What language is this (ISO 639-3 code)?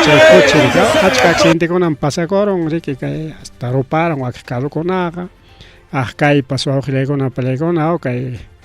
quy